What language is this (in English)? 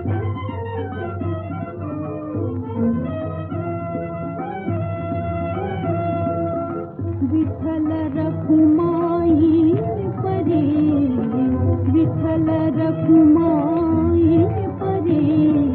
Marathi